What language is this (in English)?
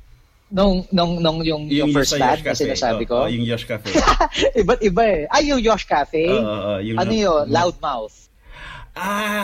Filipino